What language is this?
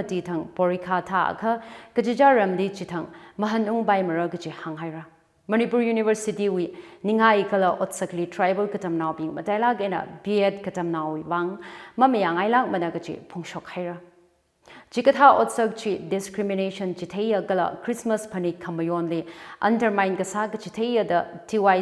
Tangkhul Naga (India)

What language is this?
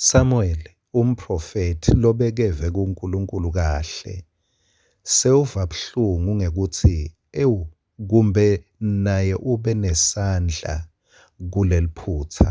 Swati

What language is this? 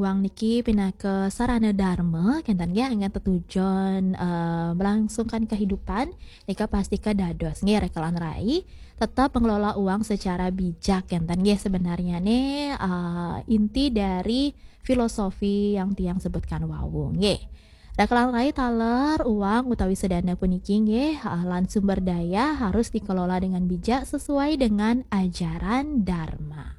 Balinese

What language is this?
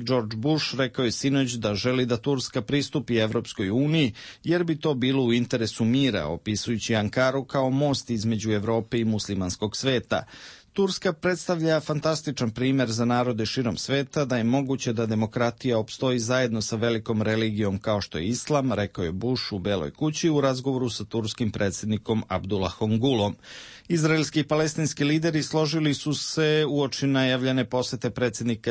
Serbian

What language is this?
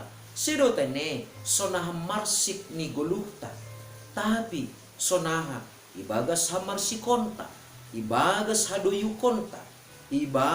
Batak Simalungun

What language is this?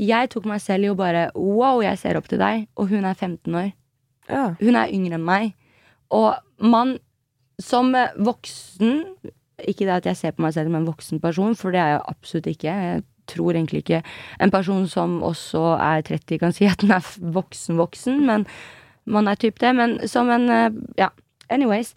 Norwegian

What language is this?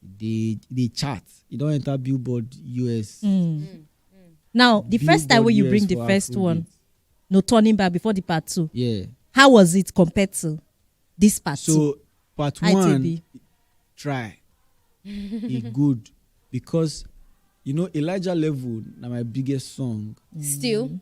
Nigerian Pidgin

